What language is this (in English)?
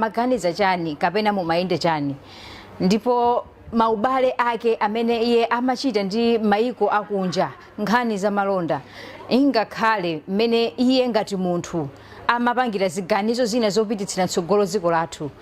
Nyanja